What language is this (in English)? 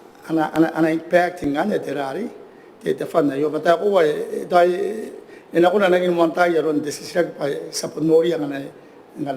Gilbertese